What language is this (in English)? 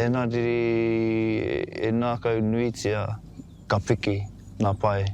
Māori